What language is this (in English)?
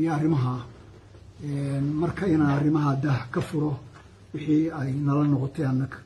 Somali